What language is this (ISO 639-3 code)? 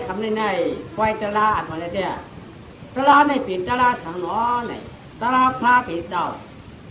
shn